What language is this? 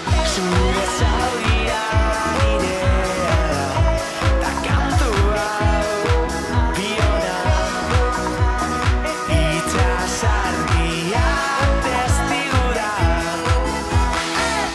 Basque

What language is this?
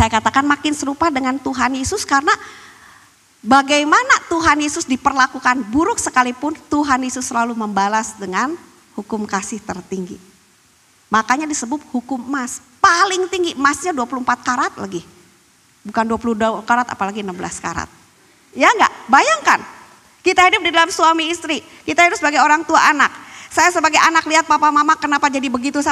Indonesian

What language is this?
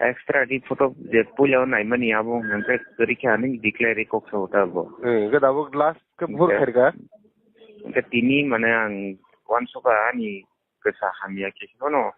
Kok Borok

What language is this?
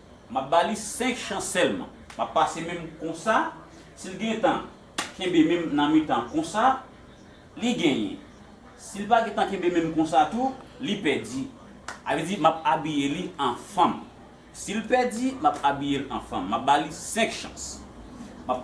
Haitian Creole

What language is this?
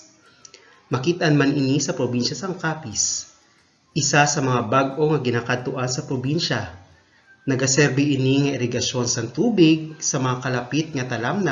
Hiligaynon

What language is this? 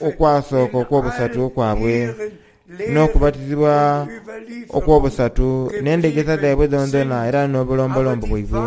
Soga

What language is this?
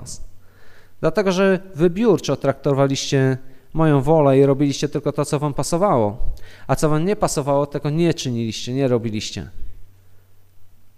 Polish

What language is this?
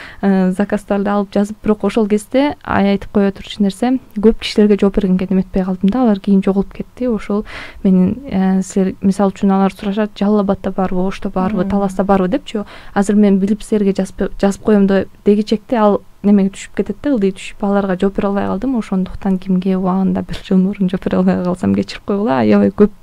Kyrgyz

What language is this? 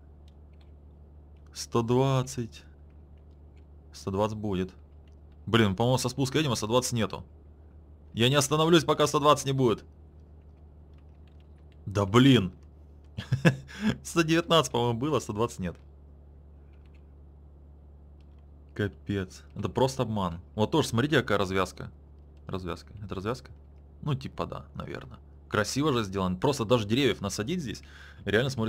Russian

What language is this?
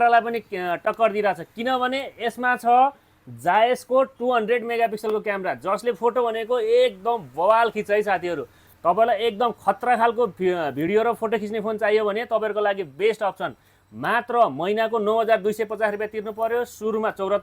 Nepali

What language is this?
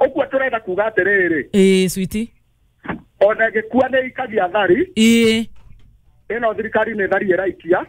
Kikuyu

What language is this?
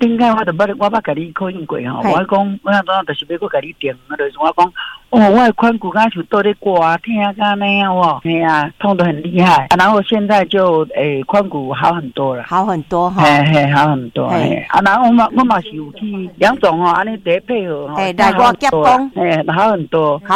Min Nan Chinese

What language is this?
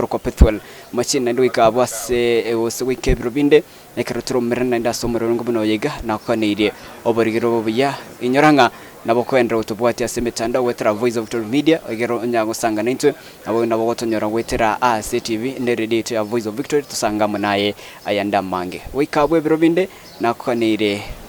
Gusii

